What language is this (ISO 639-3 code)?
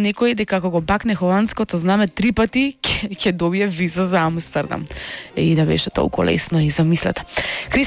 mkd